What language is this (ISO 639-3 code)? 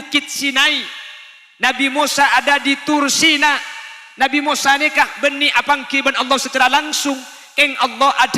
mad